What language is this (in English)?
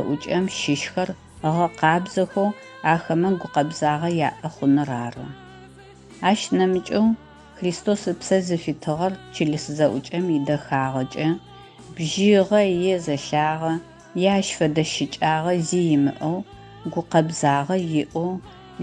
Adyghe